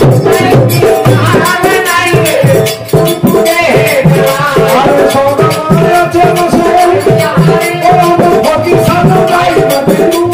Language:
Bangla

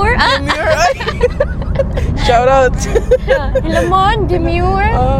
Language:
Cebuano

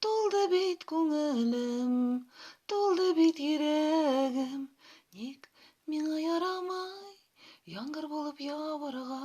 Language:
Tatar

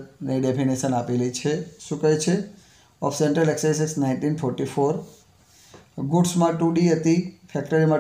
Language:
Gujarati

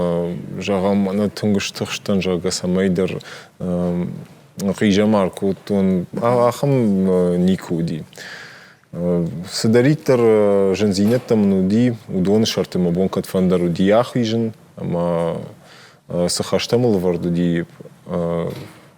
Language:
Ossetic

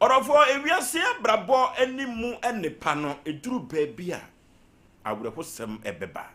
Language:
Akan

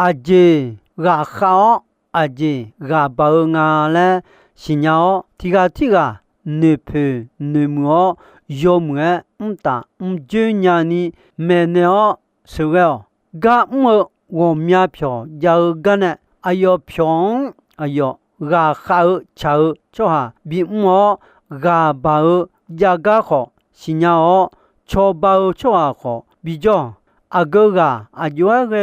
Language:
Akha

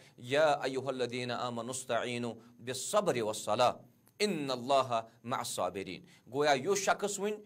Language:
Kashmiri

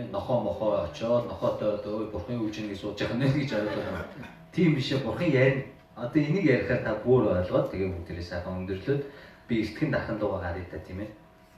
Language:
Mongolian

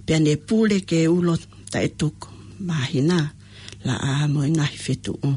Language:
Tongan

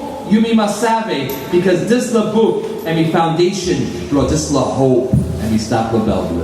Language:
Tok Pisin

